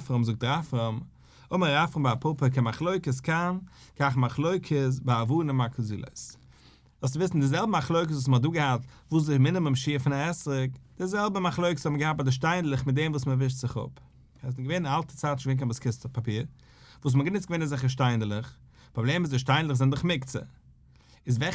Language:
Yiddish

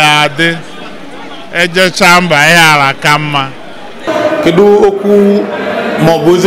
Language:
Igbo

